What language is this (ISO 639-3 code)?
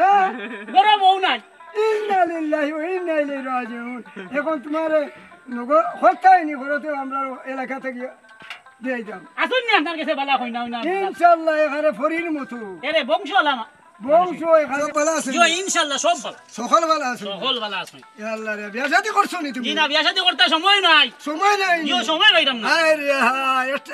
syl